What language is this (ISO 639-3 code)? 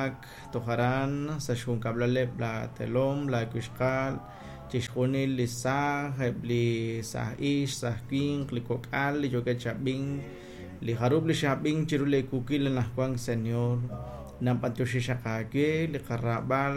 kek